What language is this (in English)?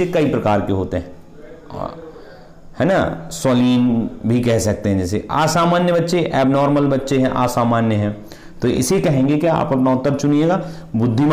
Hindi